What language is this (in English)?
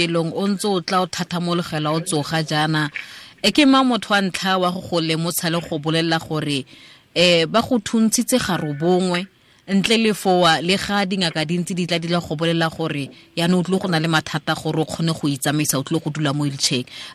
Tswana